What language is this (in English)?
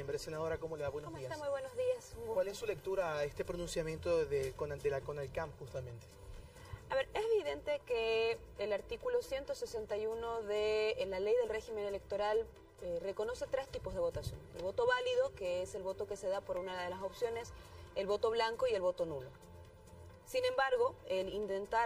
Spanish